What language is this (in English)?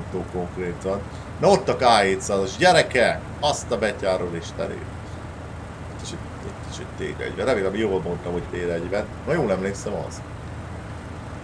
Hungarian